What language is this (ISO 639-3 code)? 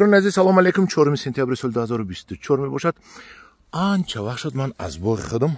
tgk